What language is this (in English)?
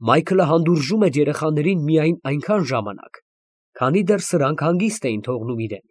Armenian